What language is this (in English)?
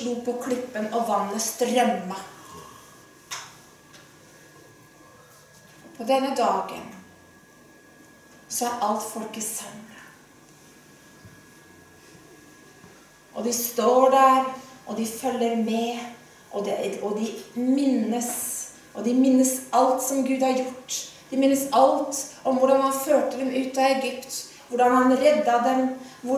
Norwegian